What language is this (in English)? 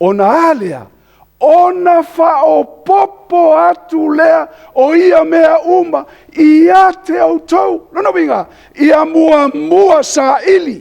Samoan